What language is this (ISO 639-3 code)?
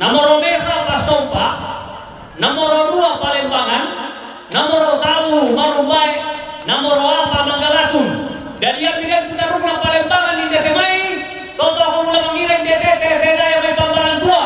sda